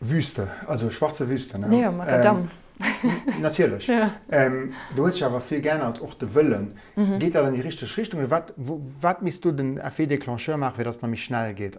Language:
Luxembourgish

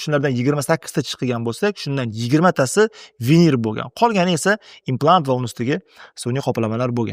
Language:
Uzbek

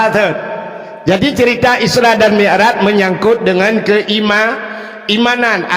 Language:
Achinese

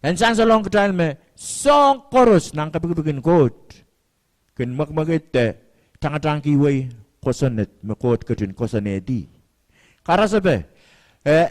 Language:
Pohnpeian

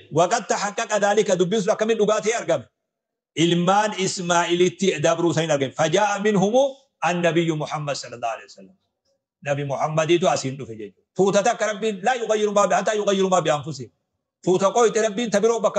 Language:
Oromo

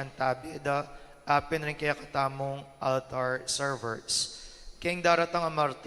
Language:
Pampanga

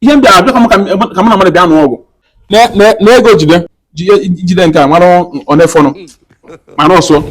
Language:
Igbo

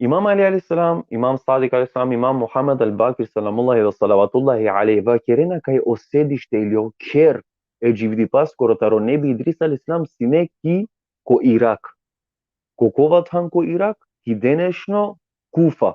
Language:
Balkan Romani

